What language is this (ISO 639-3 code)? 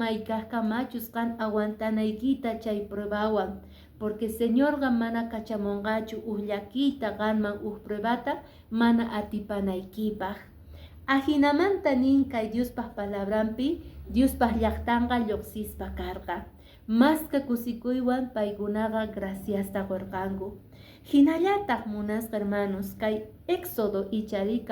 que